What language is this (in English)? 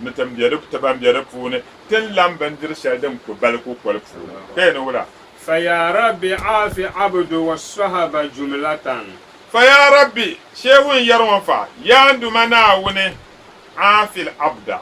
Dagbani